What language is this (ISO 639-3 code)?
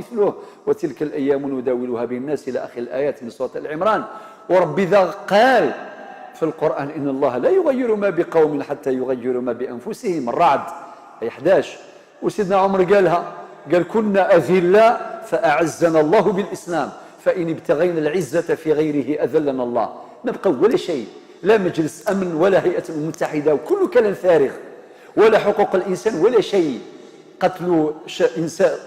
arq